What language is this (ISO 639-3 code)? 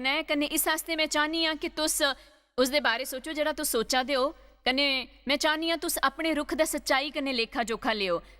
doi